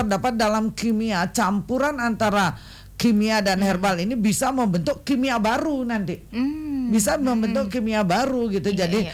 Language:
Indonesian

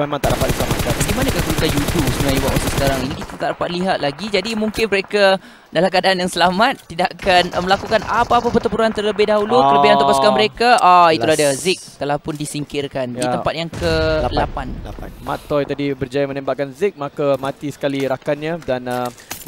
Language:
Malay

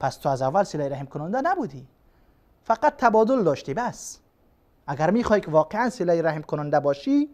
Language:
Persian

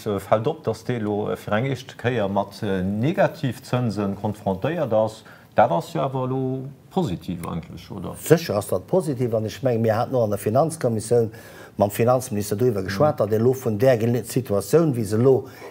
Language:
Luxembourgish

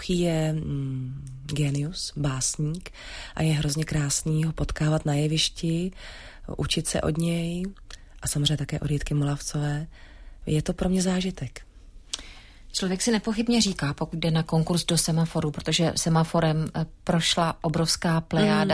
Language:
Czech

